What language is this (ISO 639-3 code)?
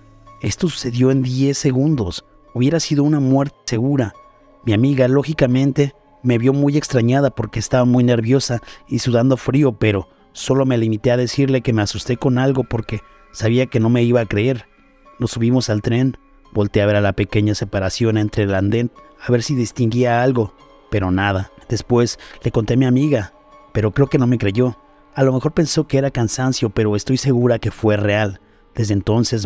spa